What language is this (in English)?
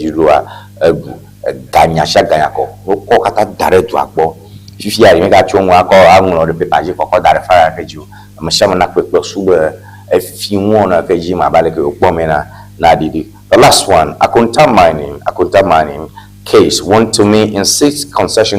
Ewe